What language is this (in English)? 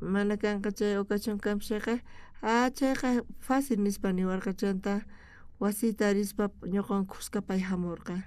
South Bolivian Quechua